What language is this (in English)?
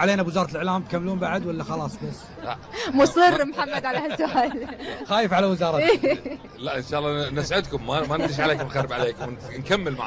Gulf Arabic